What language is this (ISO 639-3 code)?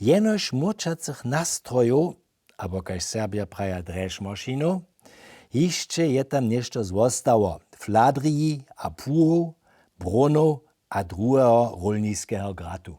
hsb